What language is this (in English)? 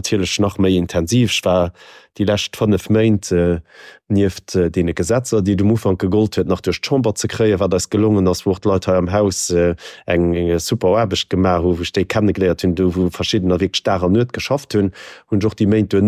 Luxembourgish